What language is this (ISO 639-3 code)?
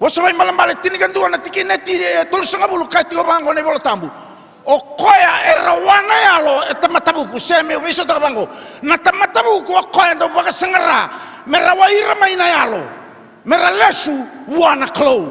fij